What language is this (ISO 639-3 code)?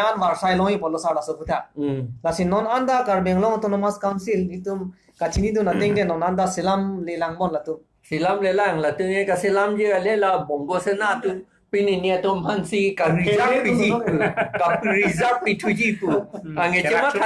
mjw